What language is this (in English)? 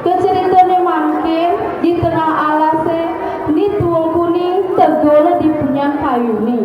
Balinese